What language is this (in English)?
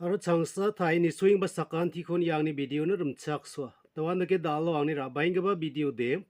Garo